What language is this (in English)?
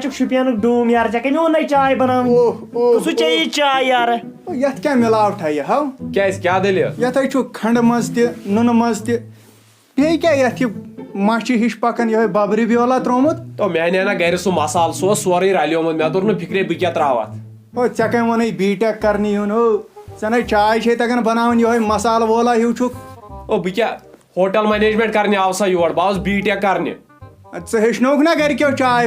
Kashmiri